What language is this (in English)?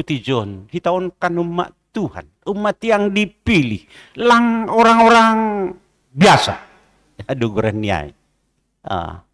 Batak Simalungun